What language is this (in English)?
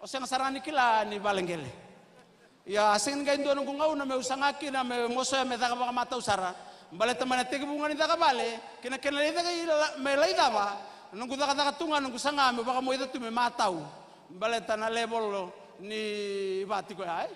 Fijian